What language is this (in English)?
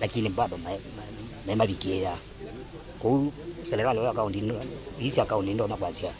Kamba